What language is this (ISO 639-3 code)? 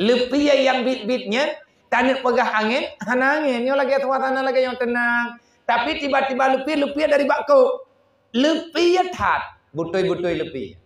ace